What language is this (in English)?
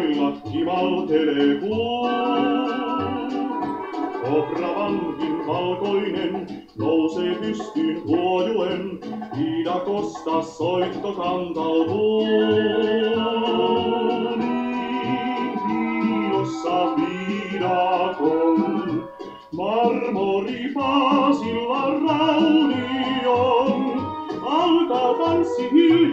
Finnish